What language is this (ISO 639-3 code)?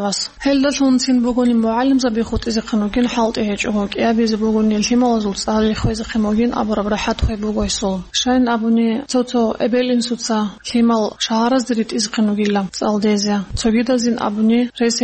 ava